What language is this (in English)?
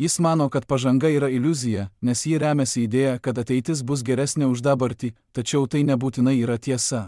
Lithuanian